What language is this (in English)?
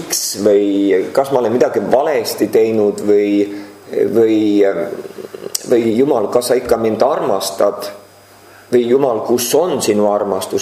Estonian